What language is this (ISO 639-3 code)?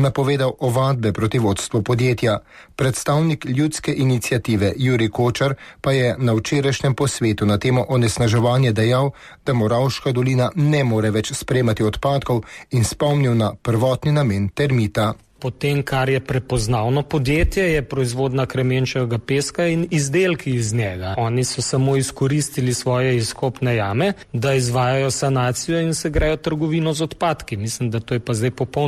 slv